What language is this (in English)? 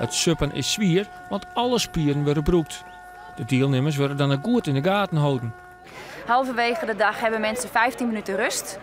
Western Frisian